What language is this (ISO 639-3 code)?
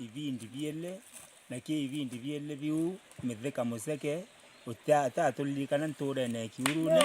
mer